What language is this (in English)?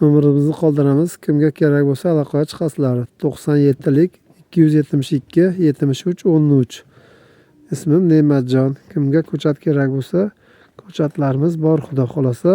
Uzbek